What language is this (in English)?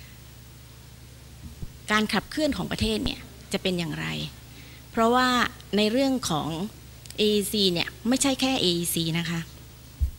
Thai